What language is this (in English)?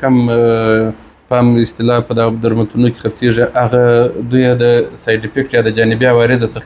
Pashto